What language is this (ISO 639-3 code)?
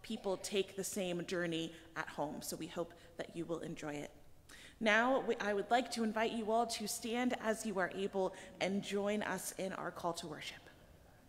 eng